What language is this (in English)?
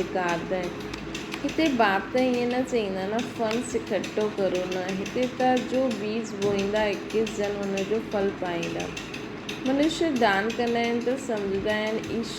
Sindhi